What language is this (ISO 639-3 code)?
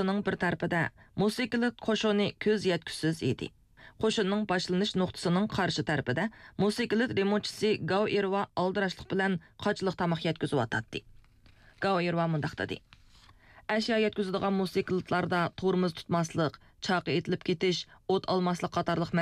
uig